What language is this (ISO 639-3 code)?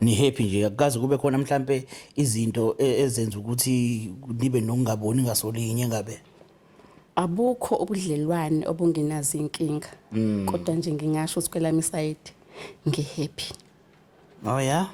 zul